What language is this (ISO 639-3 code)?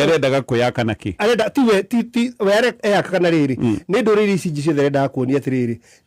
kik